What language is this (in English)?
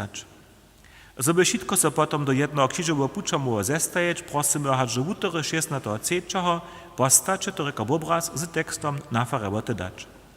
Upper Sorbian